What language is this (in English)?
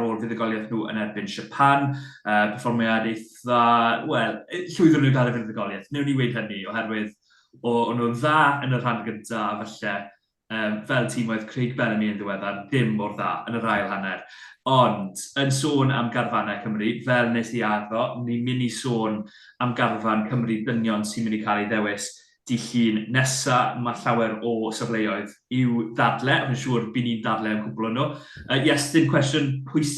Welsh